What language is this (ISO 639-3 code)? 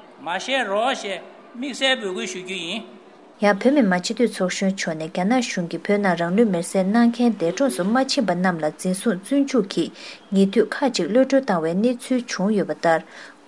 bod